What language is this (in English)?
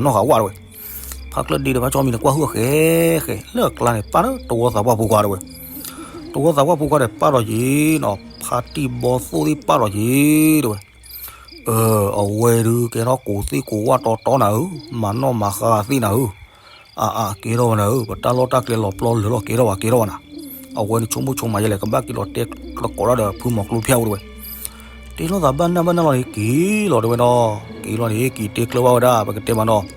S'gaw Karen